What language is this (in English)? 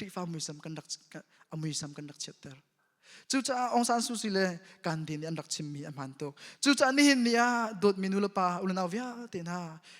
Hakha Chin